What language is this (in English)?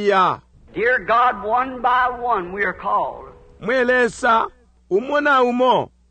Bemba